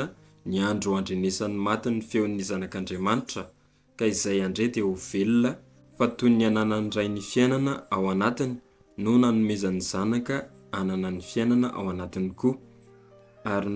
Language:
Malagasy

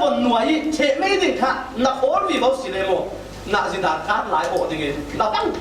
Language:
Falam Chin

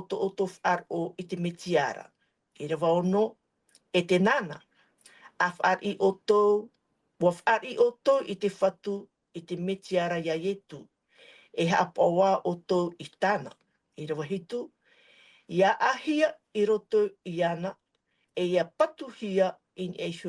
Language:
Tahitian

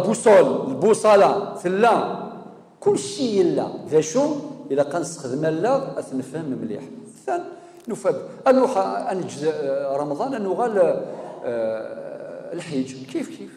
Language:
Kabyle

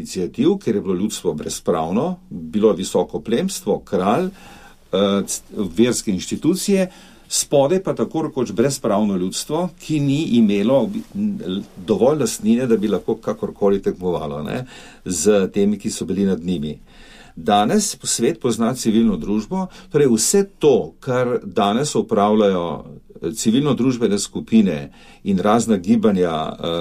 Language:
Slovenian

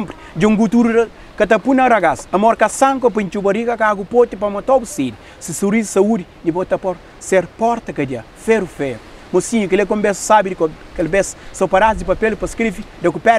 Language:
Kabuverdianu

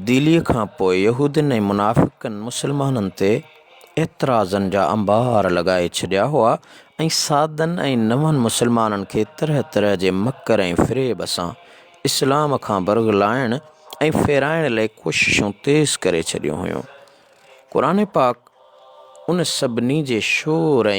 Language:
Sindhi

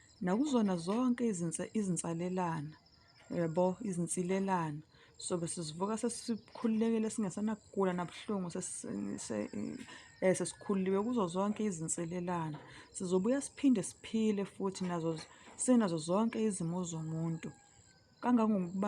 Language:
Zulu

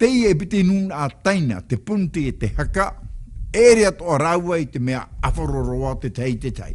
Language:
Tahitian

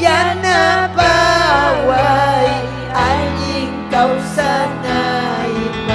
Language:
Ayacucho Quechua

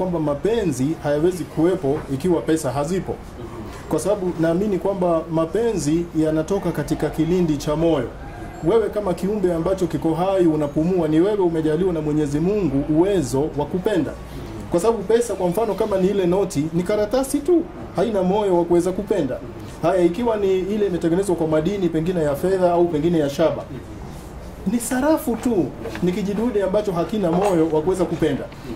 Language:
Swahili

